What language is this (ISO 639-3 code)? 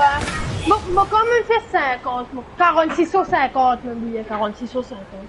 mfe